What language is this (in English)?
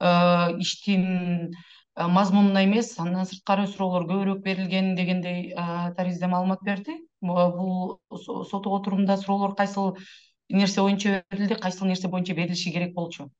Kyrgyz